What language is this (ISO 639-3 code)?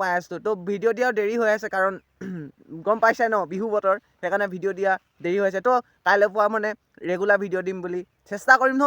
asm